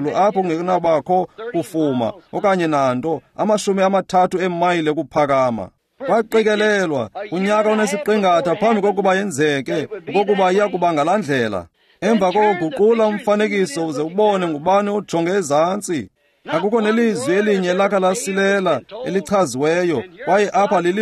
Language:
Xhosa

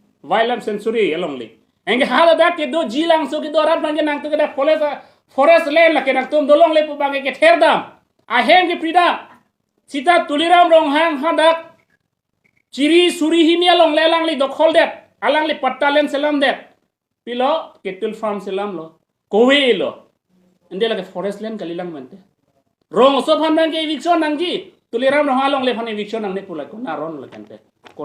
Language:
Karbi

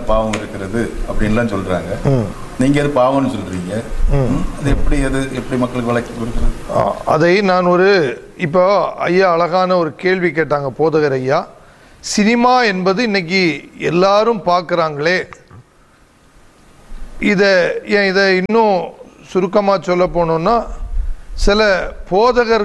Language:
Tamil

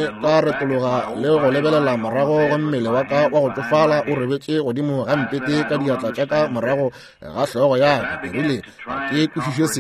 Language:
Northern Sotho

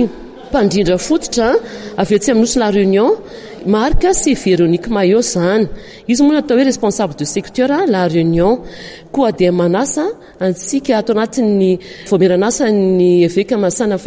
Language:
Malagasy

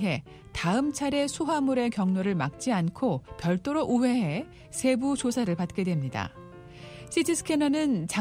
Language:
Korean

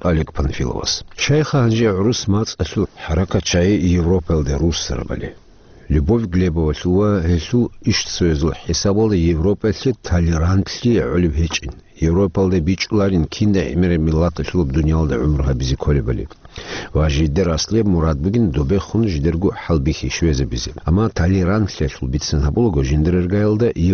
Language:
Avaric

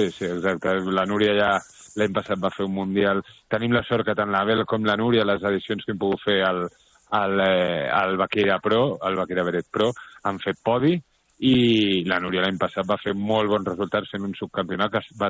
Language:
Catalan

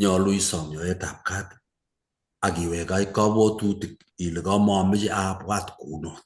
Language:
Kalenjin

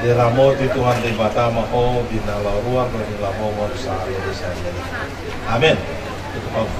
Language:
Batak Toba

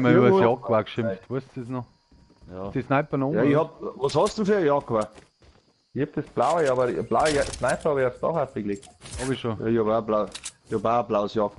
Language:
Bavarian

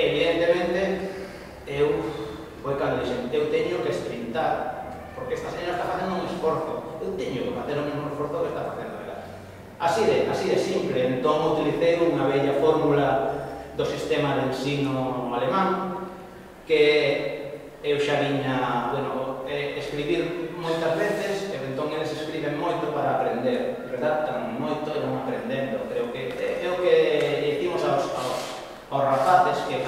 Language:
Galician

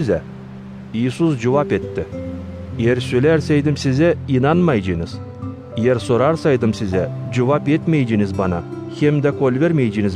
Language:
Gagauz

